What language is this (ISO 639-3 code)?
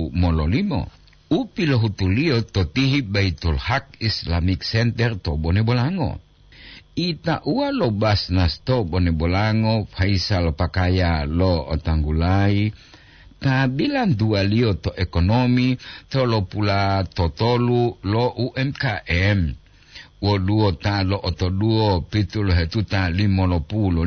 gor